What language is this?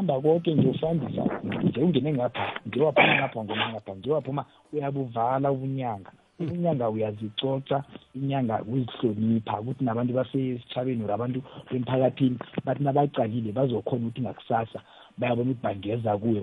South Ndebele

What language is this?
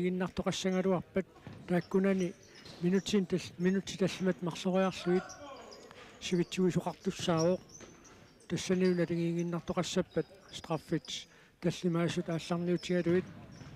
Kalaallisut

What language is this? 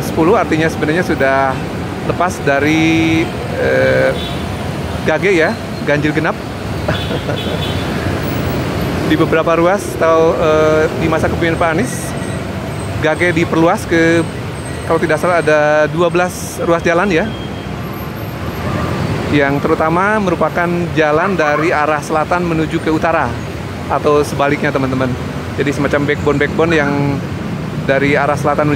Indonesian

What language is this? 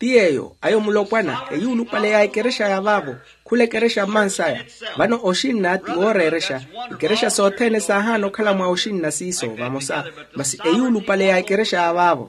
Makhuwa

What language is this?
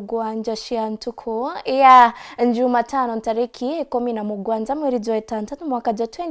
Meru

